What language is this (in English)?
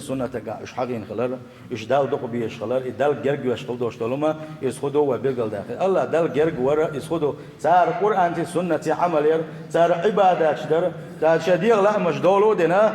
Chechen